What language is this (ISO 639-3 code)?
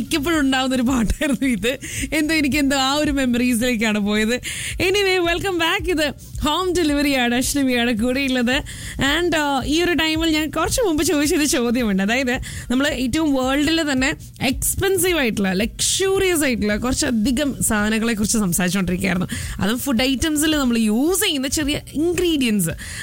mal